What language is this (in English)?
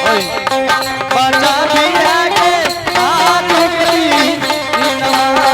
Angika